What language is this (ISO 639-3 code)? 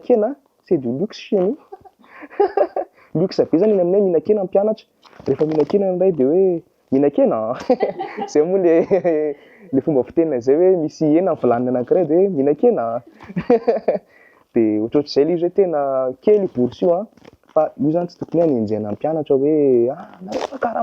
mlg